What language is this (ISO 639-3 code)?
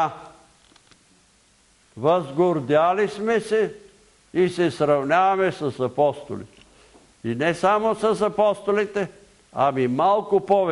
bul